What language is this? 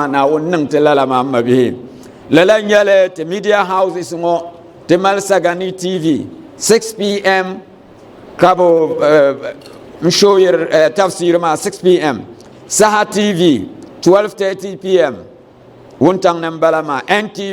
Dagbani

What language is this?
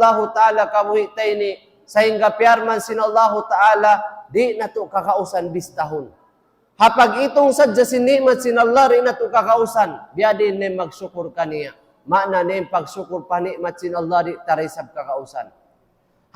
Tausug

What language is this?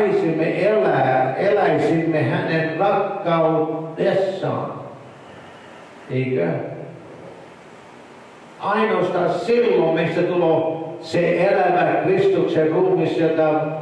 Finnish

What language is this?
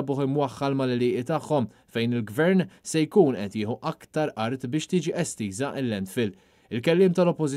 Maltese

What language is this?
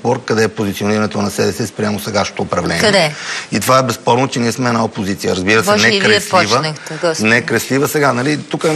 Bulgarian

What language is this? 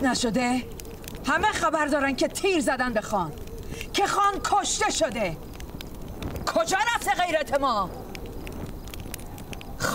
Persian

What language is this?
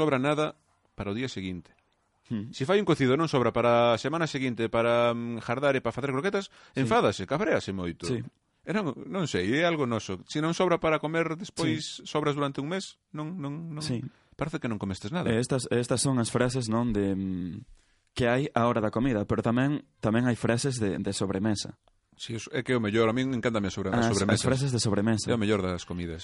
Galician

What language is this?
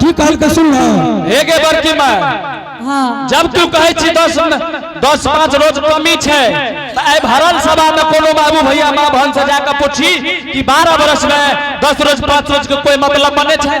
Angika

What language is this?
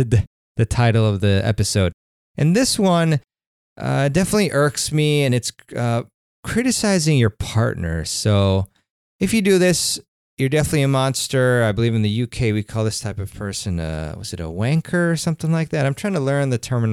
English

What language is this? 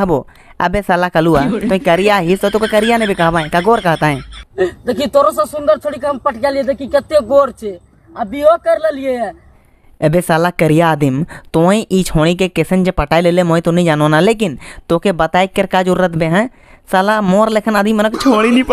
Sadri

